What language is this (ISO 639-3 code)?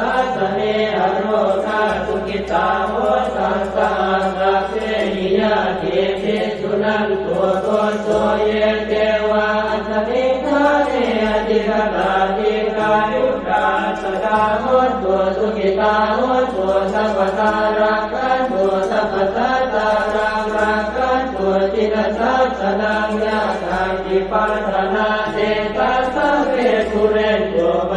pli